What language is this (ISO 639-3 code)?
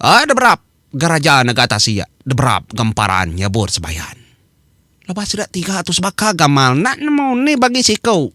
iba